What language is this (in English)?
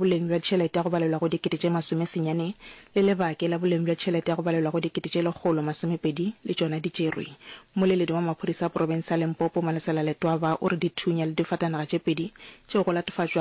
Northern Sotho